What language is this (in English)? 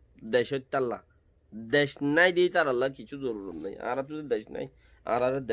Rohingya